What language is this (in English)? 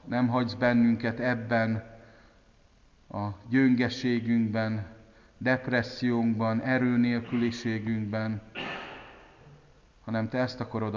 Hungarian